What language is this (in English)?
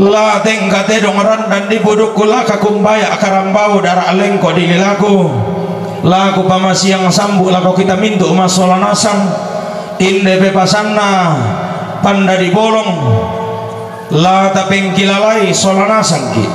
Toraja-Sa'dan